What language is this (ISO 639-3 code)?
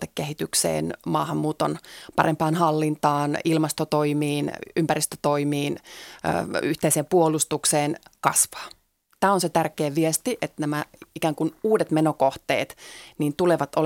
fin